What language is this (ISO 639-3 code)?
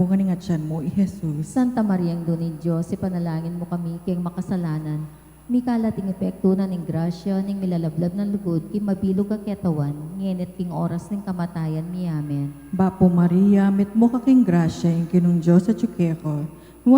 pam